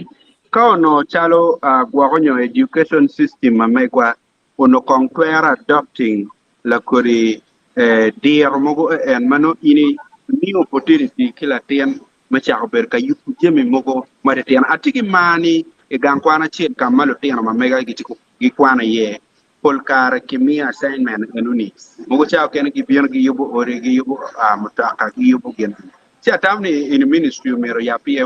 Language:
Acoli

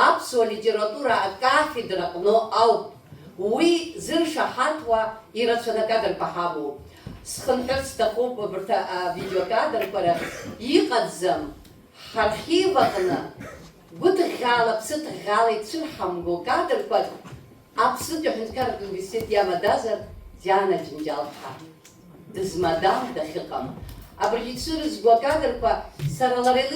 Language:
Abkhazian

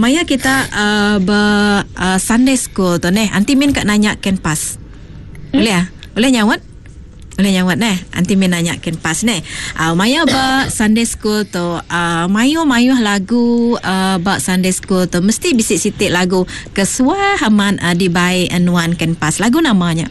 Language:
Iban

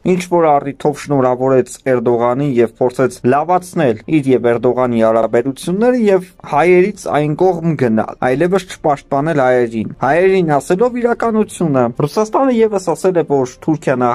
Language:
Armenian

